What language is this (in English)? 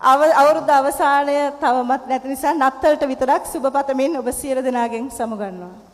Sinhala